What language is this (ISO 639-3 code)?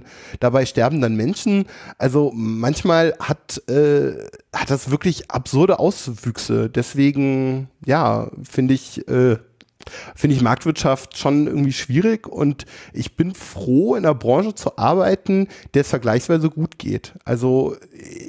deu